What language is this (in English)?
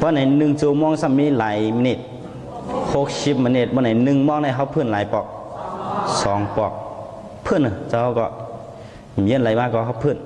Shan